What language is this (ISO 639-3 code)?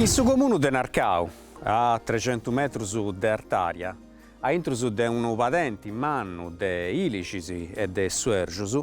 srd